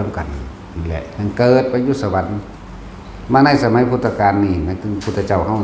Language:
Northeastern Thai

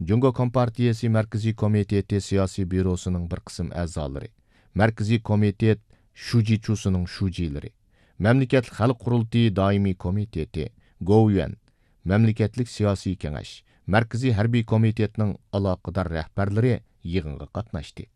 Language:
Uyghur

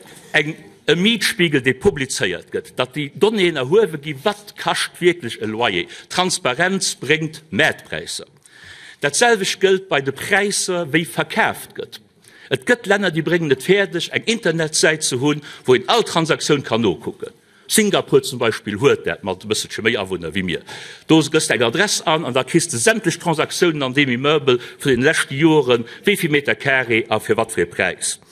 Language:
Luxembourgish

